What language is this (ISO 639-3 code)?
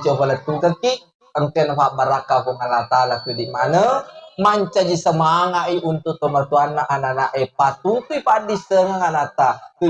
bug